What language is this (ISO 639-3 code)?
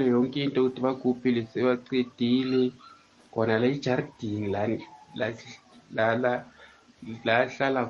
nbl